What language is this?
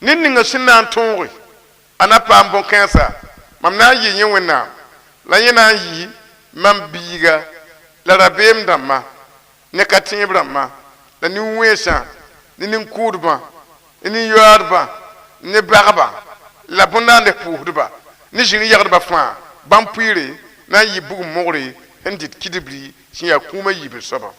Mossi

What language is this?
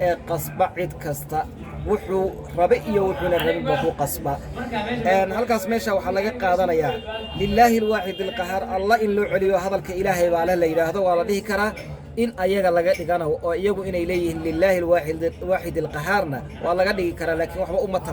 Somali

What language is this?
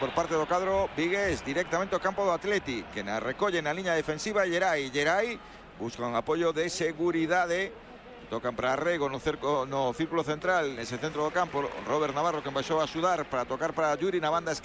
Galician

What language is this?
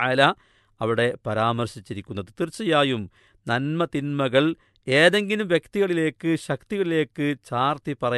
Malayalam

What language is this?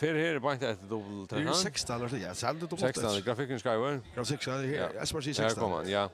Faroese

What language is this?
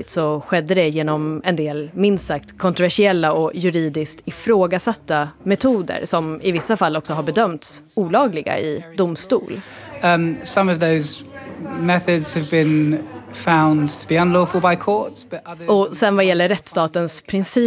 Swedish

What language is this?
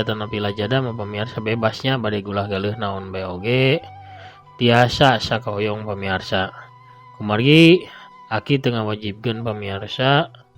Sundanese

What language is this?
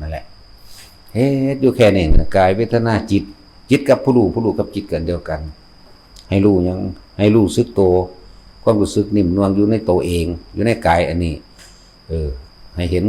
Northeastern Thai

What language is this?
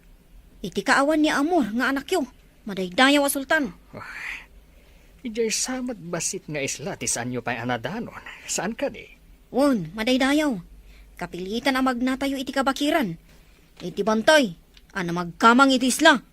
Iloko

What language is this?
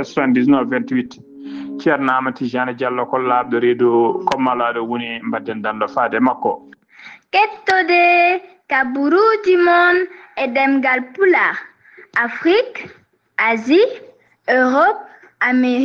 Fula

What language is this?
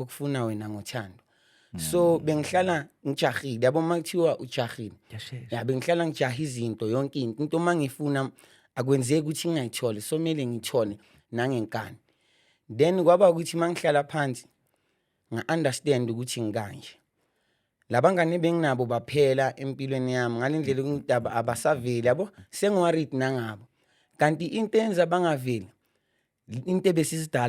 Zulu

